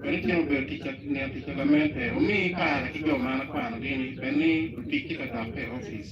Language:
Acoli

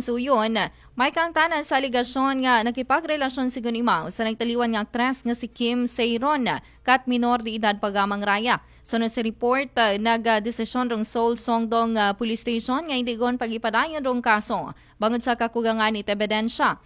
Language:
Aklanon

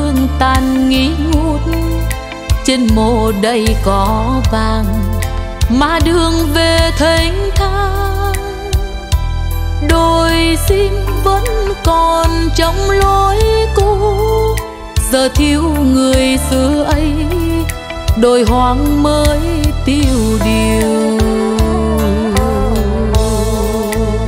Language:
Vietnamese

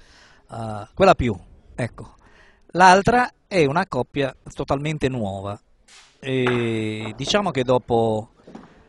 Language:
Italian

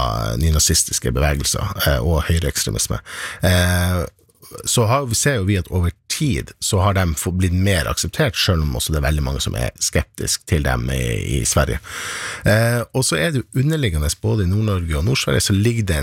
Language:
Norwegian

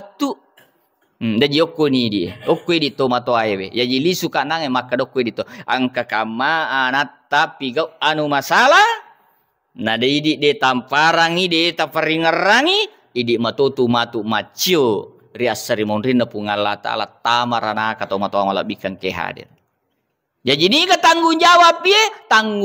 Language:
Buginese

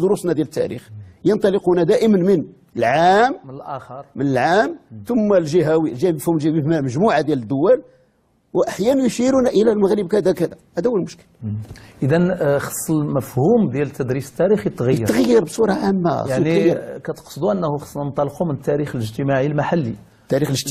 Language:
Moroccan Arabic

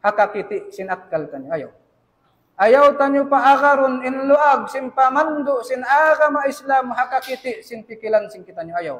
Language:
Tausug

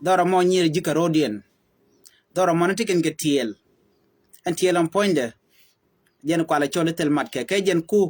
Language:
Nuer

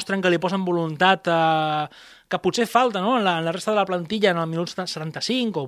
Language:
Catalan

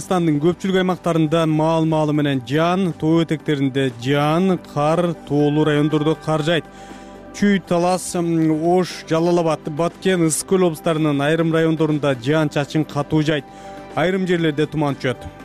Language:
Kyrgyz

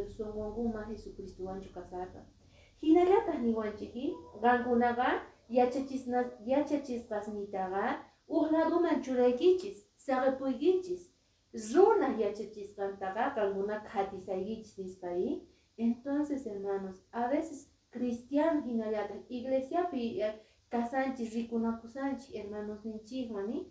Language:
Quechua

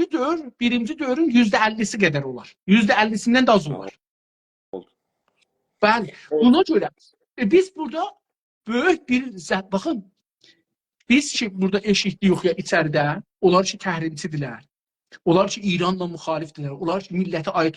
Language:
South Azerbaijani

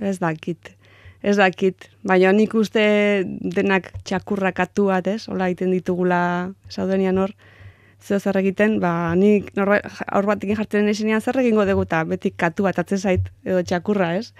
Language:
Basque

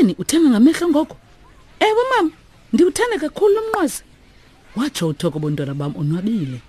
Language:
Xhosa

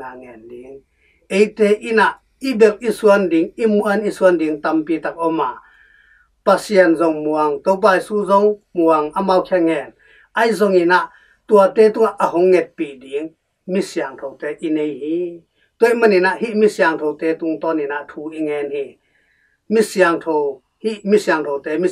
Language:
Tedim Chin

